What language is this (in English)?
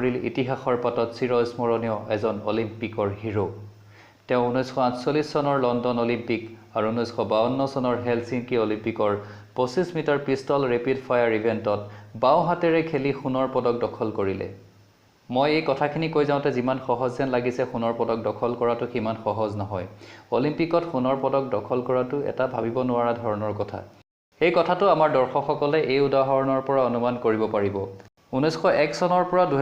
Assamese